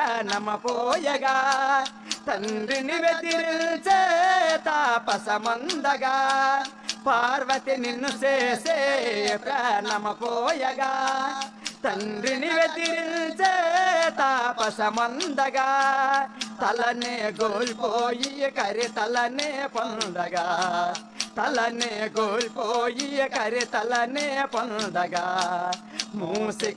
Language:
Telugu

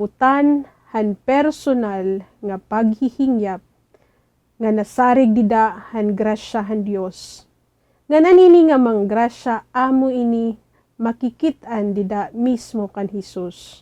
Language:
Waray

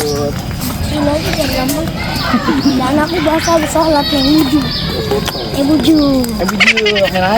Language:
Betawi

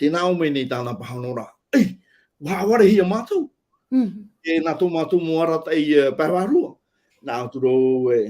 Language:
Tahitian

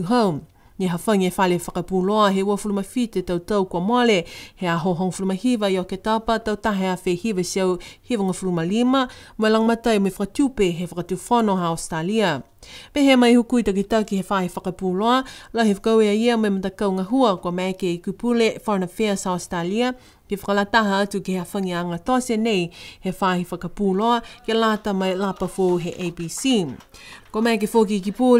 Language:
Niuean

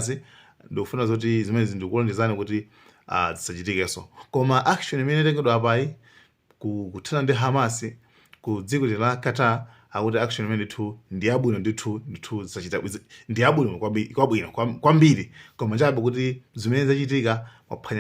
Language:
Nyanja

